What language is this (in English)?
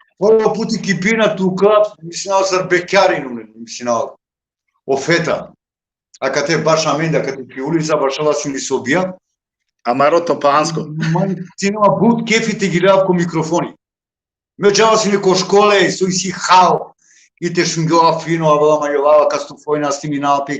Balkan Romani